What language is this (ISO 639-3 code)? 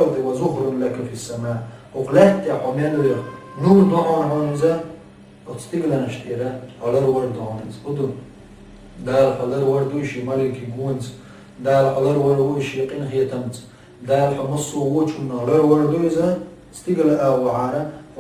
che